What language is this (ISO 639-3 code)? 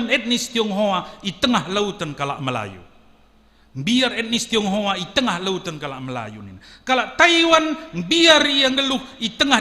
btx